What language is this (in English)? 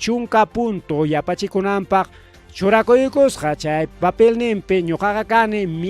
Ayacucho Quechua